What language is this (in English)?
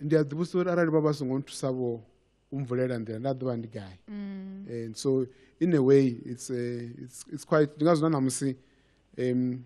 Venda